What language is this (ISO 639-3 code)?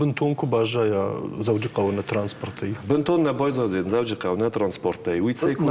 oss